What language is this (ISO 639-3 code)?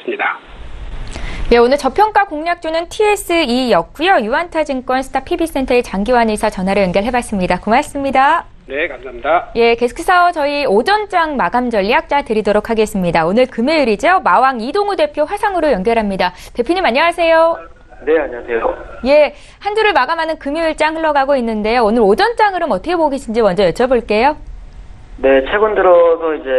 kor